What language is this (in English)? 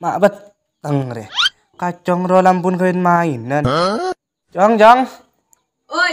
Madurese